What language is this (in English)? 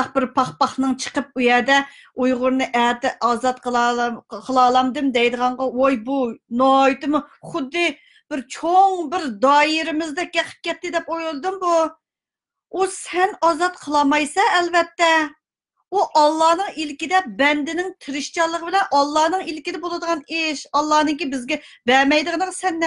Uyghur